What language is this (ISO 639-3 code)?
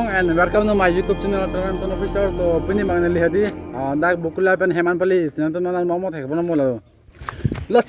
mjw